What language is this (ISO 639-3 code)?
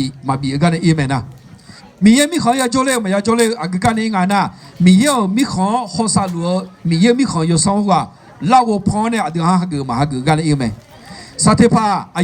ahk